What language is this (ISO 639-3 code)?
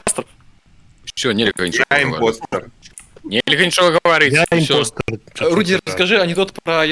bel